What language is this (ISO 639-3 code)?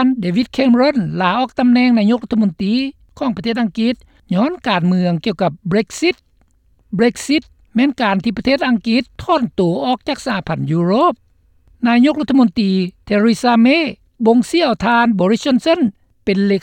lao